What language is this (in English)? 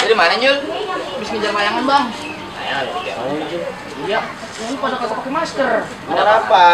Betawi